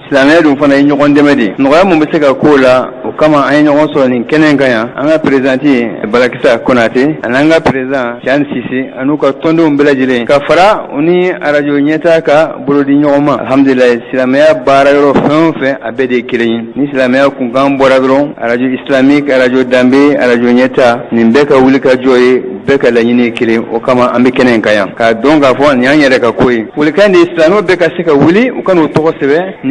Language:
Bambara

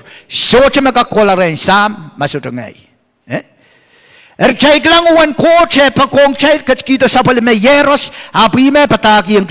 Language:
Pohnpeian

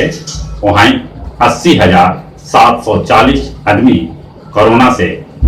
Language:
Magahi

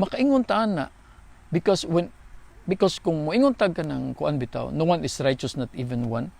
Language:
Cebuano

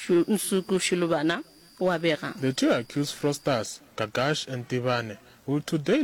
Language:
Northern Sotho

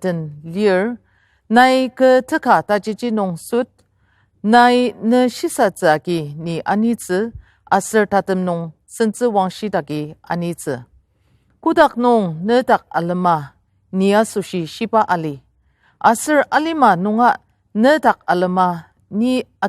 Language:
Ao Naga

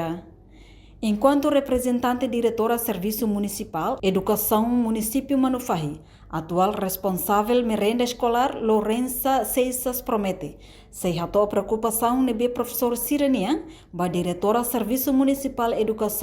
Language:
Tetum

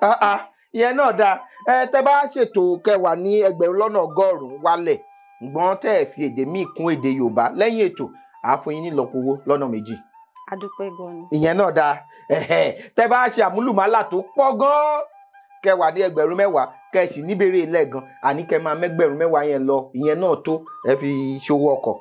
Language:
Yoruba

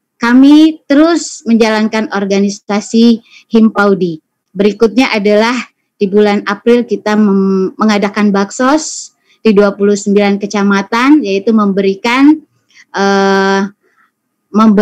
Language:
Indonesian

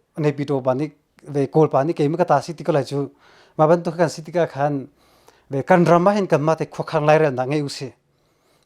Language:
Hakha Chin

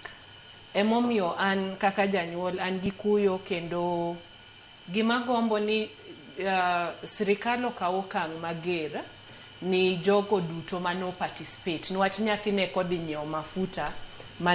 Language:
Luo (Kenya and Tanzania)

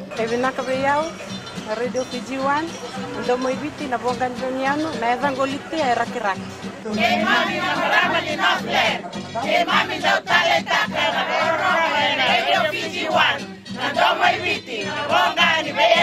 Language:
Fijian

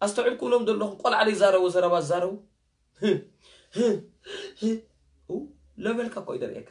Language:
Tigrinya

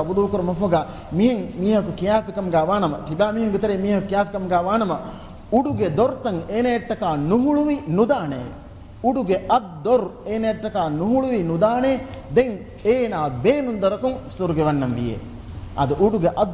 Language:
Divehi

